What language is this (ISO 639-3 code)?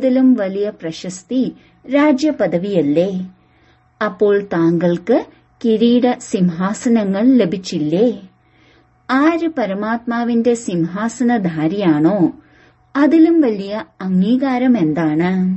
mal